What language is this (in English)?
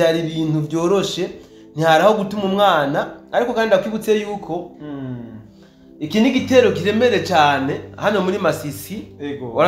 Rundi